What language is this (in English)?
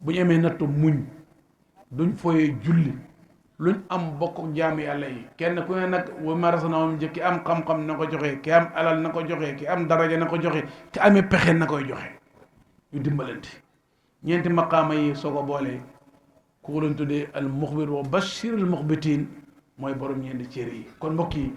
Wolof